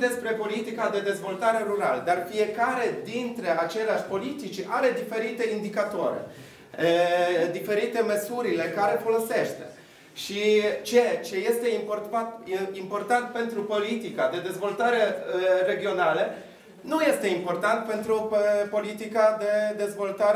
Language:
Romanian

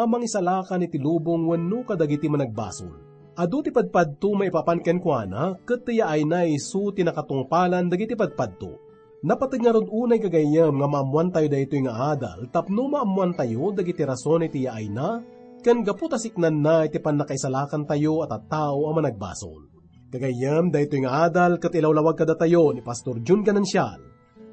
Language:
Iloko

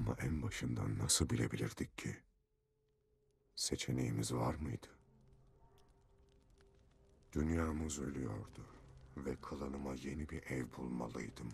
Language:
Turkish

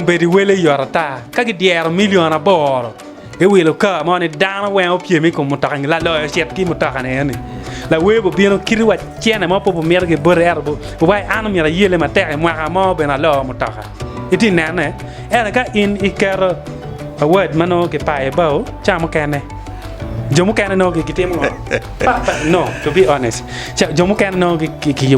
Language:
Acoli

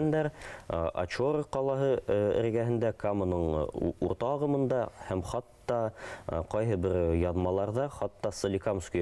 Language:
Bashkir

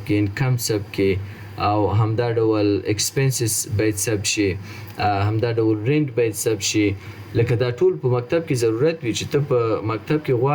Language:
Pashto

